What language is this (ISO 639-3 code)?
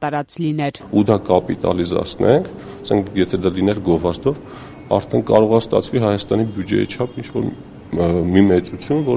hye